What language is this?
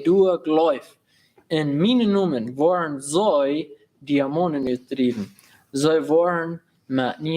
Plautdietsch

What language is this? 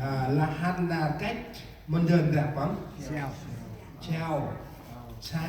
Central Mnong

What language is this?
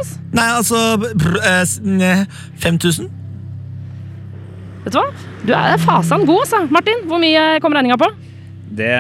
Norwegian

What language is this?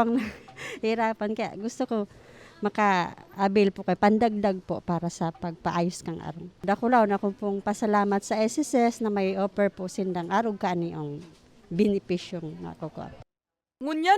Bikol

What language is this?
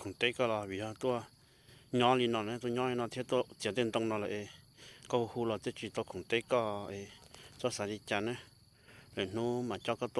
Hmong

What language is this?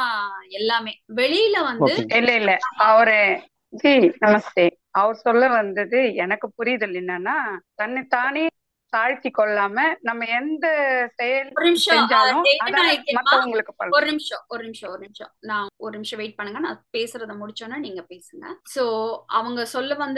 Tamil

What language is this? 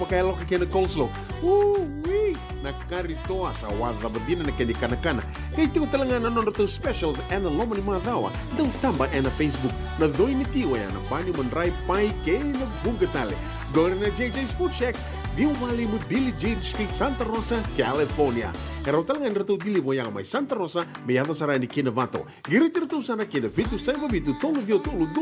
Fijian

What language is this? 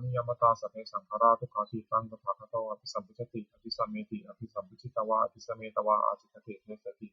Pali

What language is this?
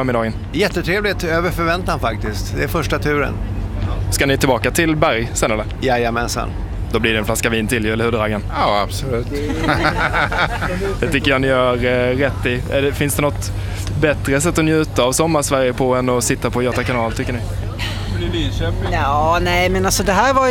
Swedish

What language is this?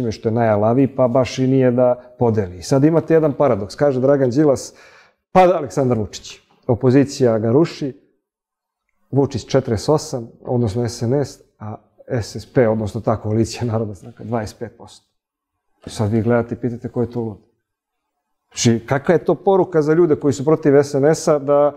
Serbian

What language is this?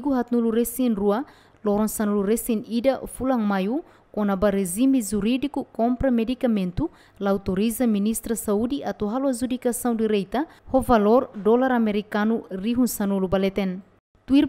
Tetum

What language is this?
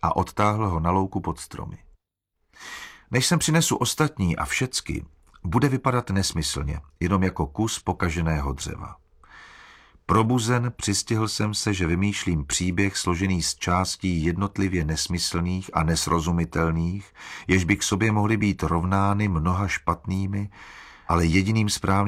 Czech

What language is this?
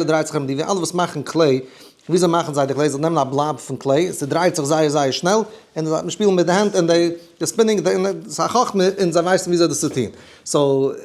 Yiddish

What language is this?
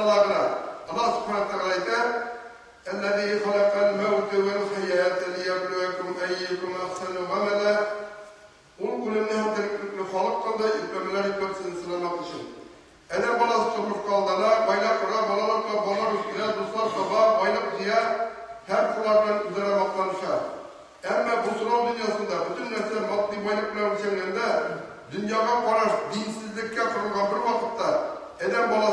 Tatar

